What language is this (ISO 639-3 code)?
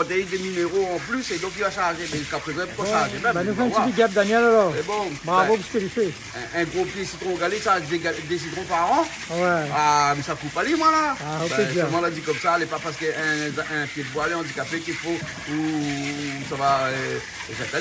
rcf